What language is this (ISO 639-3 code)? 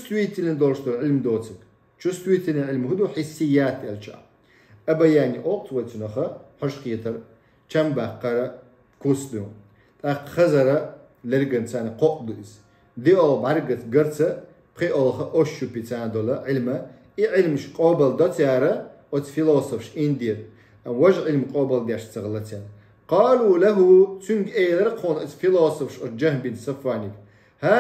che